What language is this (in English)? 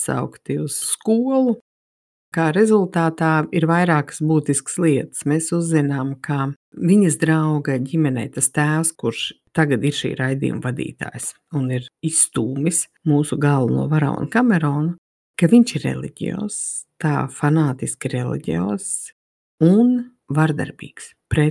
Latvian